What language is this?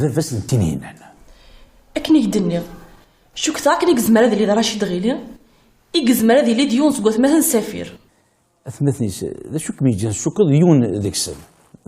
Kabyle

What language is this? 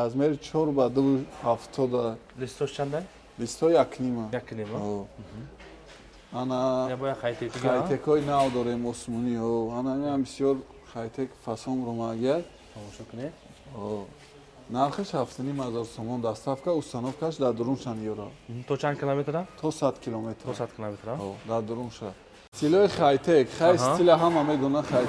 Tajik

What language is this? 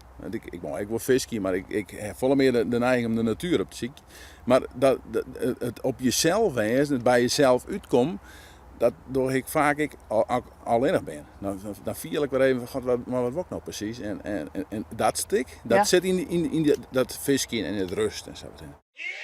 Western Frisian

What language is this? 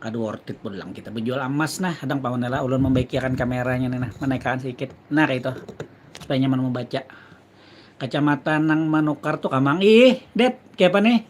Banjar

